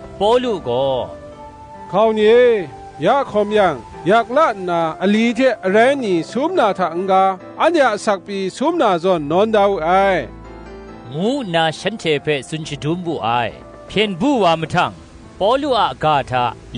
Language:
Kachin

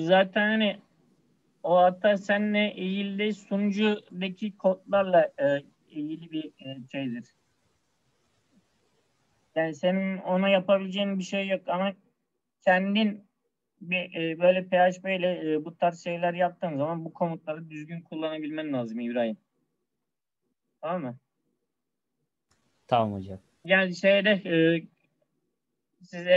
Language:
Turkish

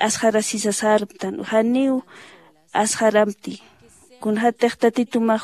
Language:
Aymara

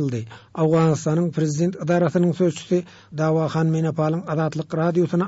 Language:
Turkmen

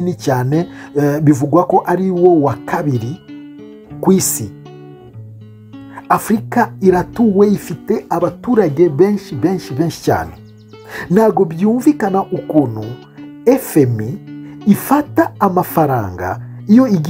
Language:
Kinyarwanda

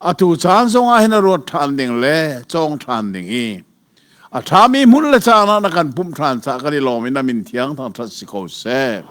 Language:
Hakha Chin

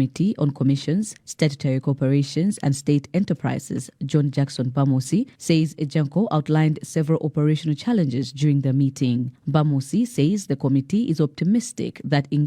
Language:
English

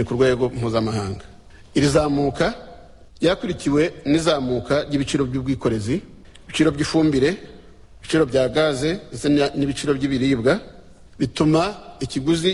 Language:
Kinyarwanda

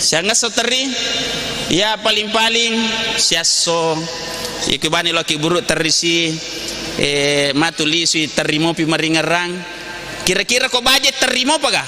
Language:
Buginese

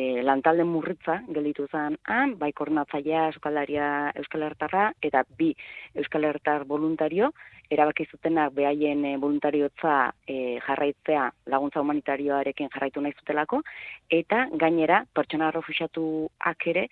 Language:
Basque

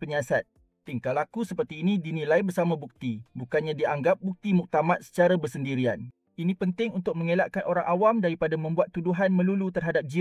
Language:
Malay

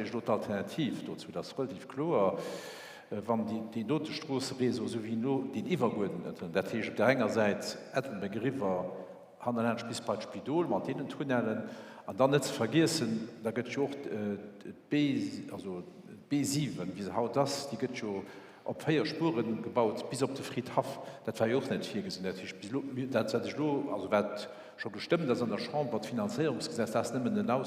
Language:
Luxembourgish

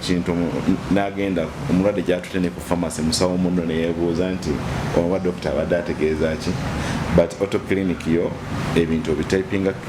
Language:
Soga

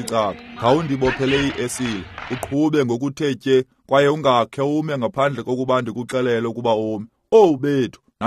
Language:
Xhosa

